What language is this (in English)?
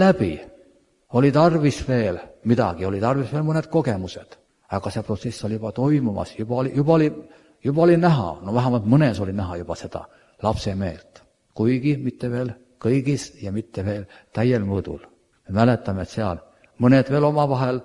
Estonian